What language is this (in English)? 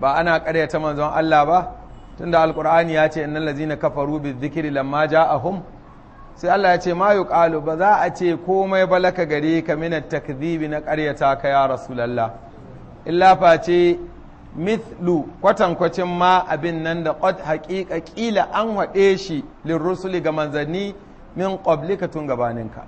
Hausa